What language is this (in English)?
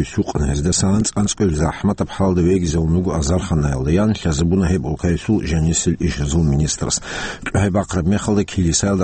Avaric